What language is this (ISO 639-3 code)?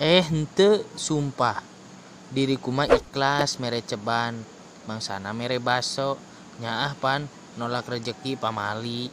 sun